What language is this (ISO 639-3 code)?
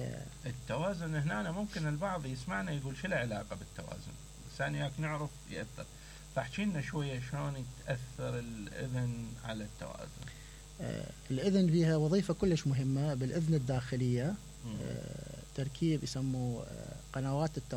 acm